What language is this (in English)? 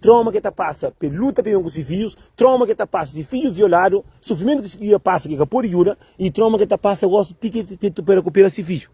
Kabuverdianu